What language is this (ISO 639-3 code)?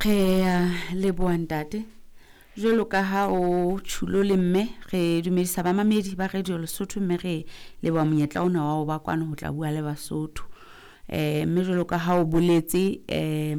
sot